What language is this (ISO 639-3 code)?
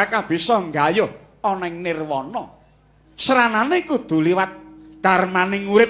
jav